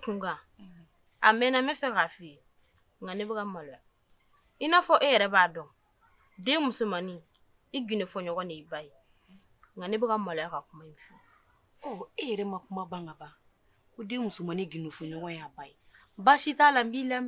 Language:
Bambara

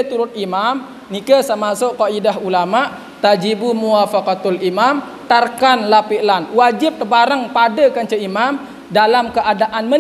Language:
Sasak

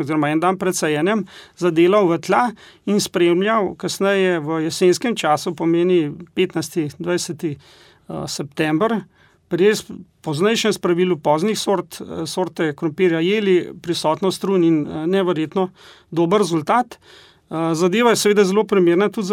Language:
Slovenian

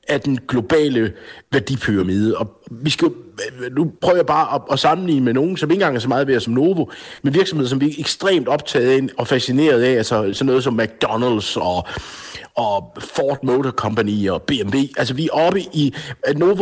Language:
Danish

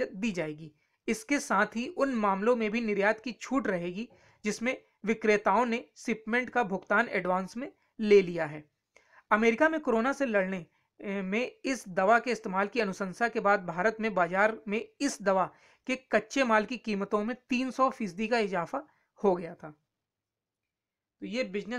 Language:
Hindi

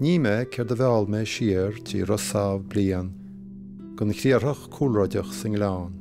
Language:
Irish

